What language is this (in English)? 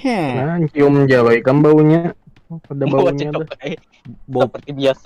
Banjar